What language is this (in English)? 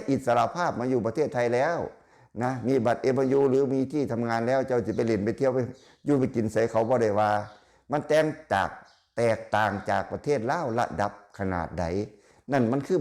Lao